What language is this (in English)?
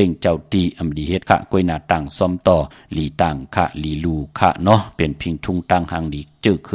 Shan